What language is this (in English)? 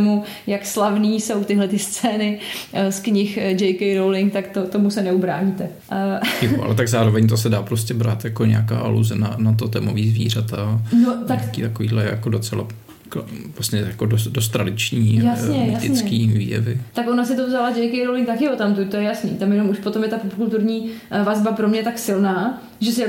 Czech